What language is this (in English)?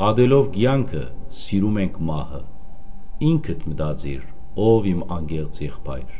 Western Armenian